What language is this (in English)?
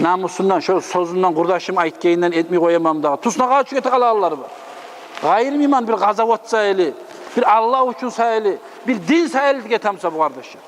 Kumyk